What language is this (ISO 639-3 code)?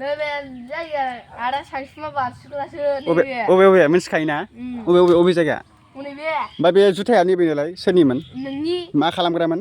brx